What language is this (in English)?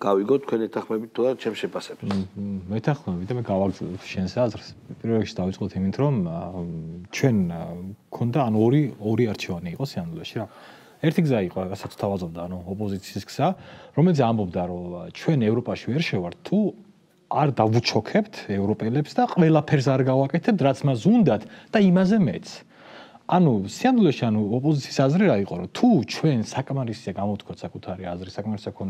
Georgian